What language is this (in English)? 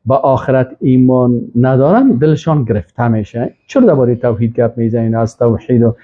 Persian